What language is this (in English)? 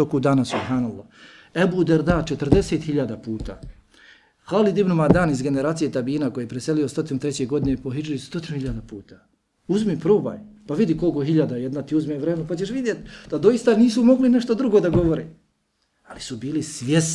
Bosnian